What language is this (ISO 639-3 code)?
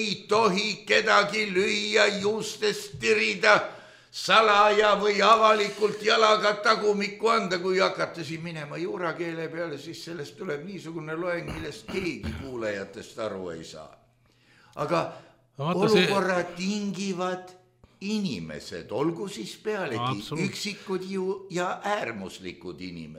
est